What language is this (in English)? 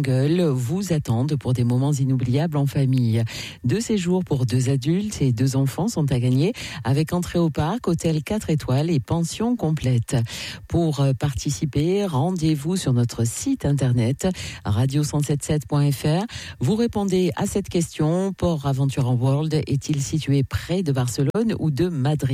French